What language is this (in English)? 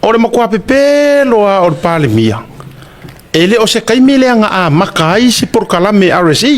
Samoan